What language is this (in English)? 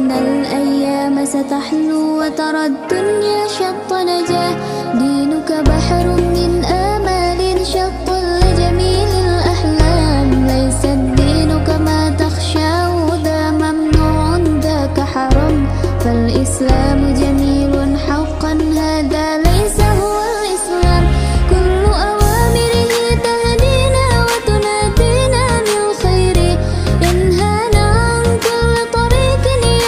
Arabic